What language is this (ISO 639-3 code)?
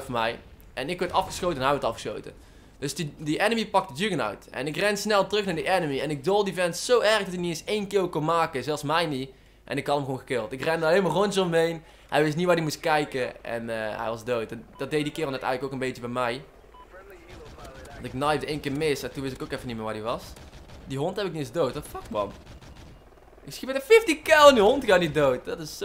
nld